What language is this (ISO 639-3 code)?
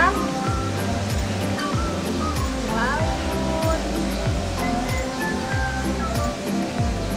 ind